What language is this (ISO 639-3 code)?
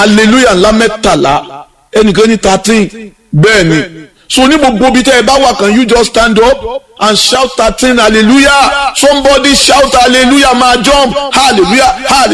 yor